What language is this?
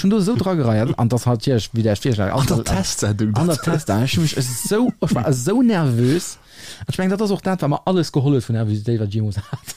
Luxembourgish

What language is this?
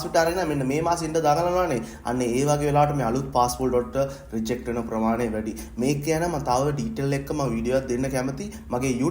Sinhala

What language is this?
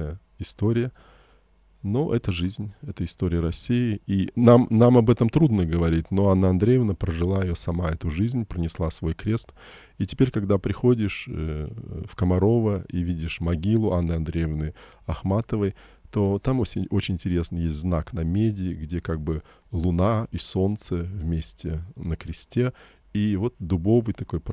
Russian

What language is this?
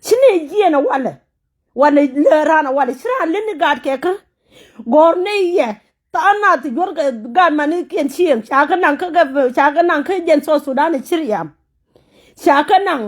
Nuer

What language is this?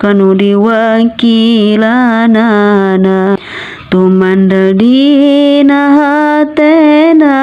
Sundanese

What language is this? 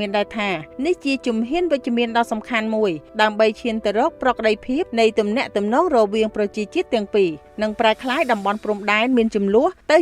Khmer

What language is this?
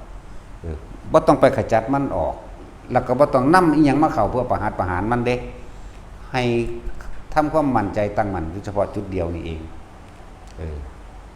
Lao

